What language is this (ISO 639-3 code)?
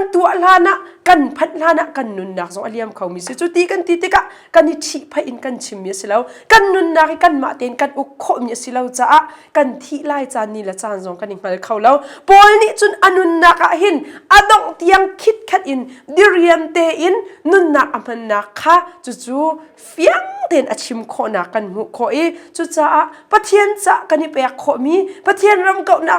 cnh